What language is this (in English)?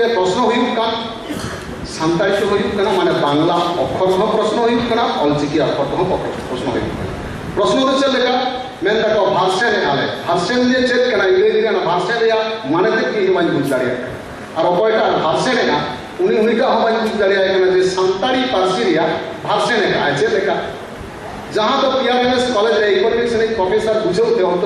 Santali